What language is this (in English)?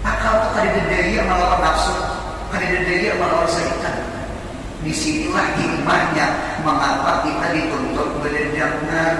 Banjar